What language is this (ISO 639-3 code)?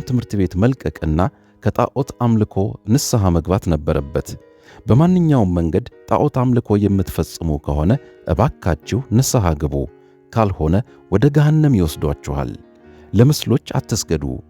amh